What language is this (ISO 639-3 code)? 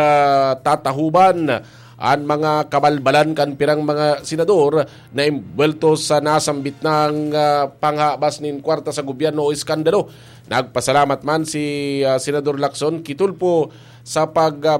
bik